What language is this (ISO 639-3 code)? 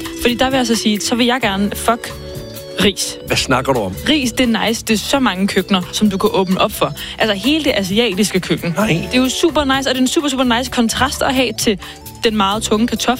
dan